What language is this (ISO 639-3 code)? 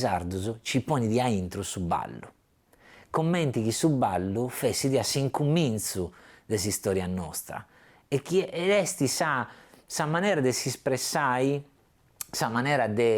srd